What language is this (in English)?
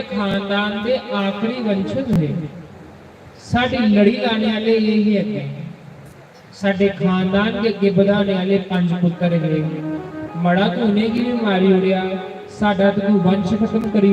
Dogri